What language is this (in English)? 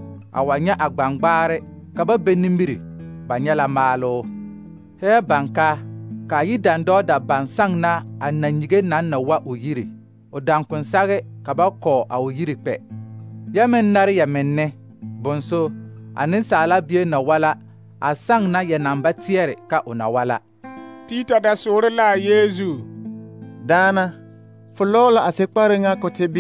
Southern Dagaare